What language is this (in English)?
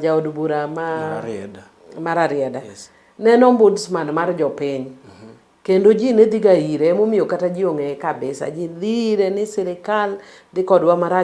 Luo (Kenya and Tanzania)